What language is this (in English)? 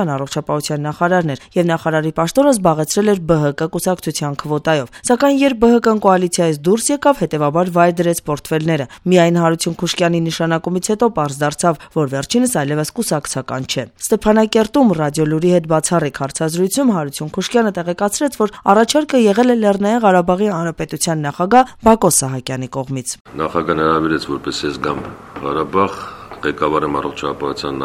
Armenian